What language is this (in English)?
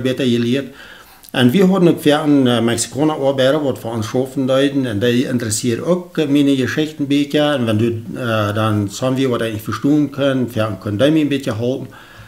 Plautdietsch